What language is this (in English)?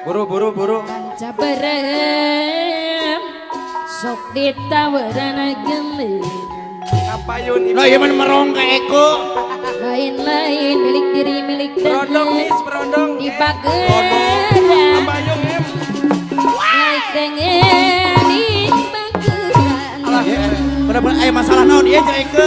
Sundanese